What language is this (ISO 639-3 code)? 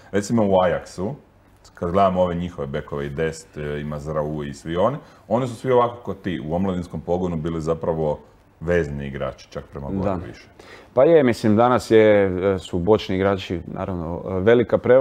hrv